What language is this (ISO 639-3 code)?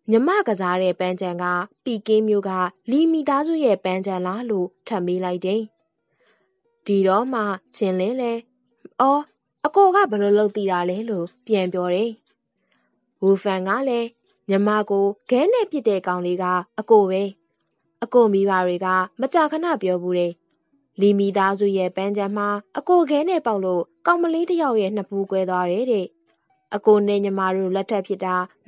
mya